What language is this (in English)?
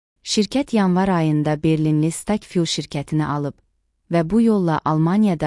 Azerbaijani